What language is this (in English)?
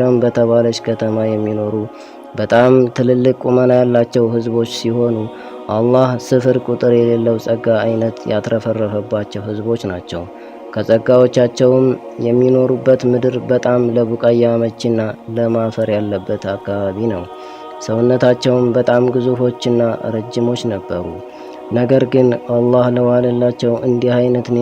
Amharic